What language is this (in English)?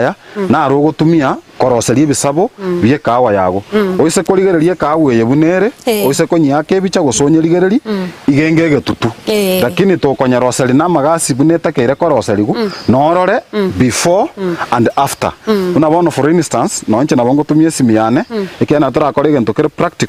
Gusii